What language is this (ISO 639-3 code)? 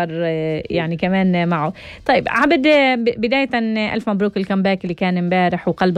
apc